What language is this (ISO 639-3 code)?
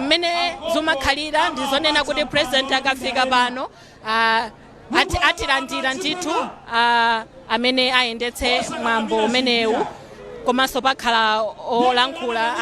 nya